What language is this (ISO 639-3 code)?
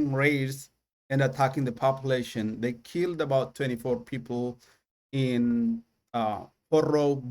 eng